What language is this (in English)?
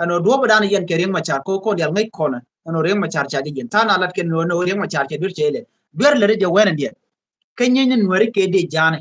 Nuer